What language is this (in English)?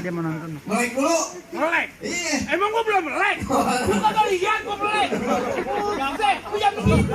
Betawi